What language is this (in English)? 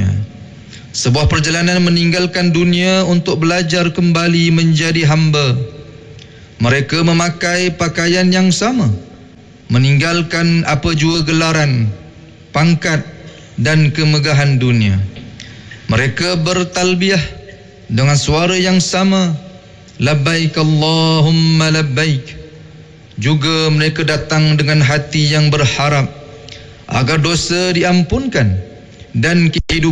Malay